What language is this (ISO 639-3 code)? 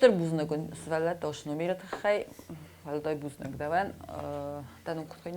oss